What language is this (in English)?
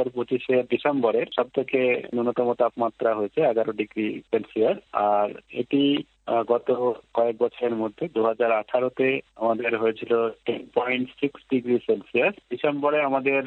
Bangla